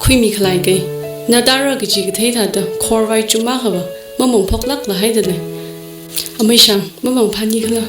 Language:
Tangkhul Naga (India)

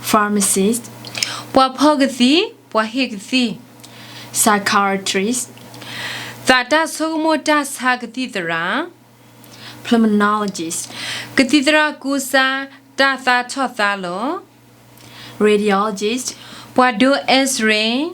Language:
S'gaw Karen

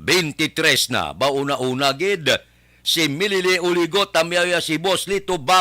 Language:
Hiligaynon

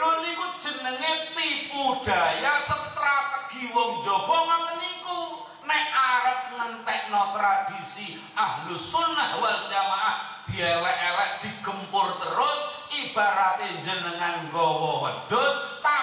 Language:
Javanese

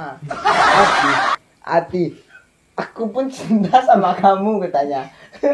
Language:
Minangkabau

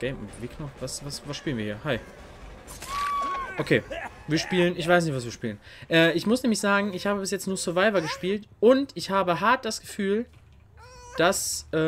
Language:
German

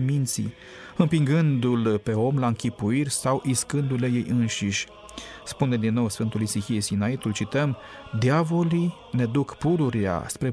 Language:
Romanian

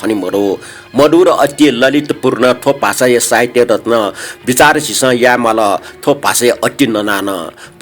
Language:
Newari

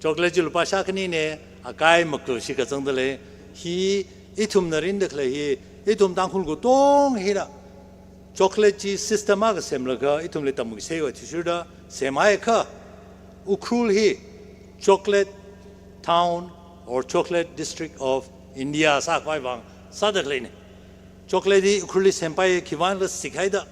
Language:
Tangkhul Naga (India)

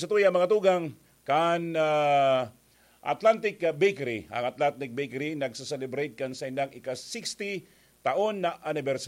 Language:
Bikol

